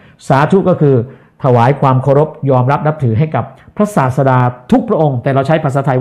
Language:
Thai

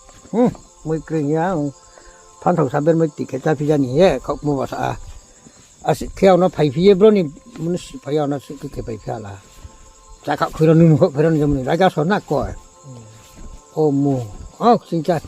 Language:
Riang (India)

